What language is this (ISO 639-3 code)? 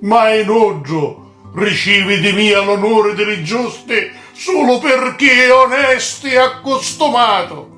scn